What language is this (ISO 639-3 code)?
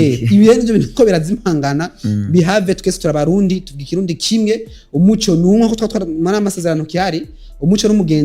run